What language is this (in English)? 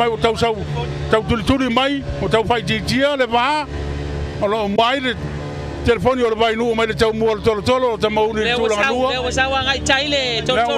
Samoan